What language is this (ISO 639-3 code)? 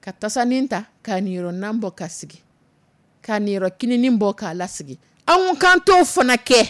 dyu